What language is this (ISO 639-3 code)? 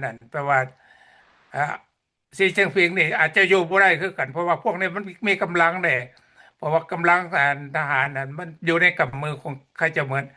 lao